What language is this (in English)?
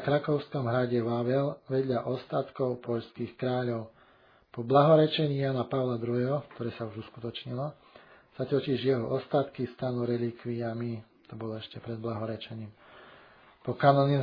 Slovak